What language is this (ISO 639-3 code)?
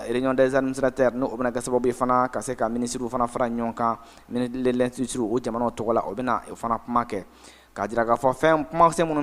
bam